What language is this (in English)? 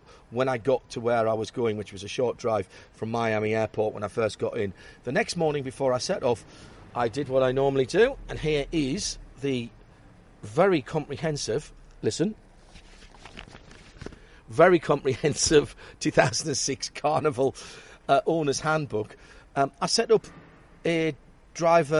English